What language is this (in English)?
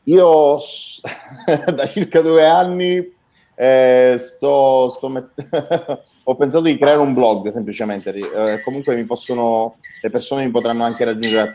Italian